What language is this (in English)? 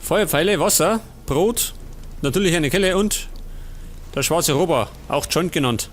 Bavarian